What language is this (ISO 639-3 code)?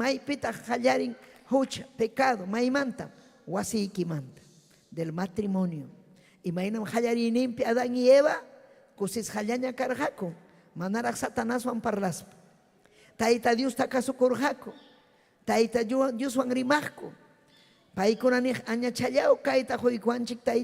quy